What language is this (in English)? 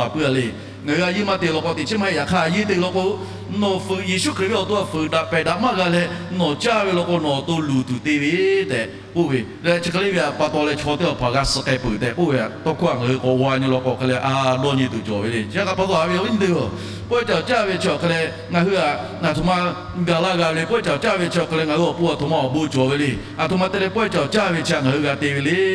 Lahu